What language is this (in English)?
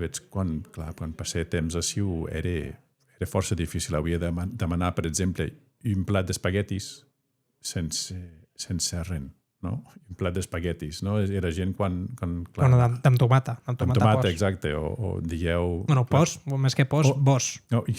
Occitan